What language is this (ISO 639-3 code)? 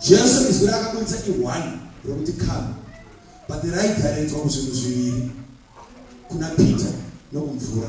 sna